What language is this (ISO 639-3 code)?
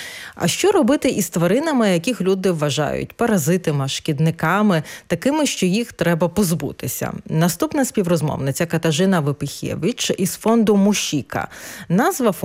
ukr